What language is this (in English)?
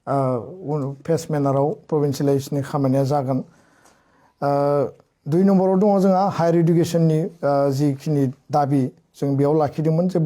Bodo